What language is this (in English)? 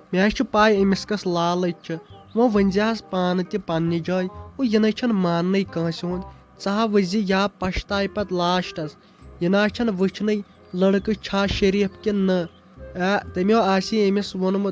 Kashmiri